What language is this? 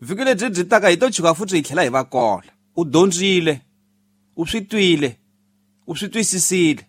Tsonga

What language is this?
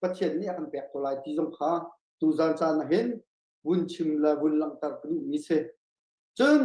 Hakha Chin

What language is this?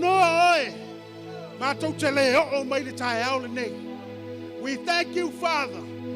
Samoan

